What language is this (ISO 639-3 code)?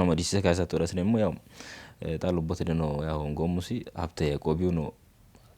sid